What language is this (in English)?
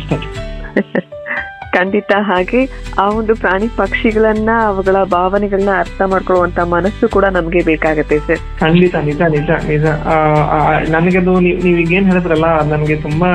Kannada